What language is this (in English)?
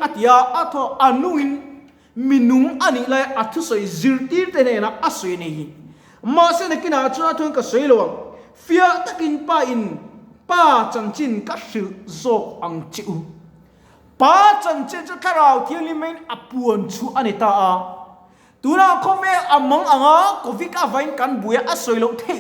Mizo